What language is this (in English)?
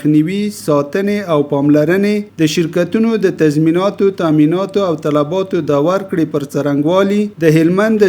Pashto